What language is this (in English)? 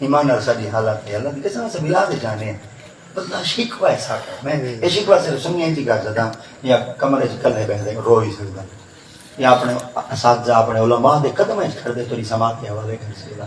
Saraiki